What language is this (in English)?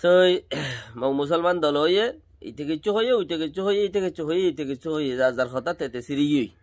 Rohingya